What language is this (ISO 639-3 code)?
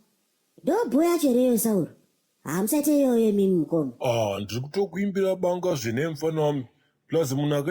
sna